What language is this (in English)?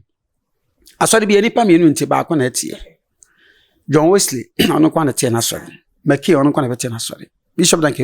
Akan